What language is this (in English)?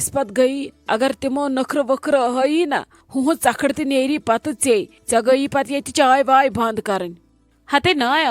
Kashmiri